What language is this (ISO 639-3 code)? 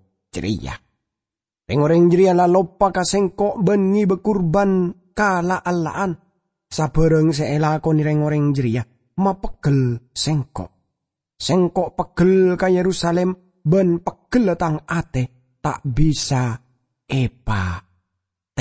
mad